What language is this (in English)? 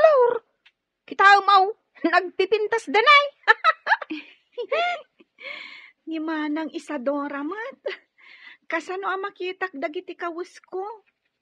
Iloko